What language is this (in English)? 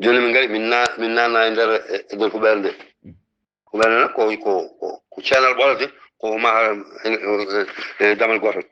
Fula